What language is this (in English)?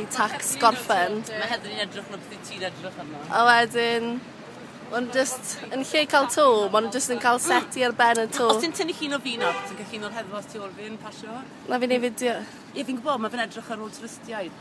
Welsh